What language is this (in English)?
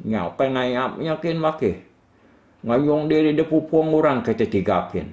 Iban